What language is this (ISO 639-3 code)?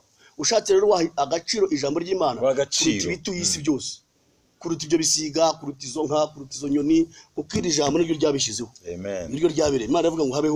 kin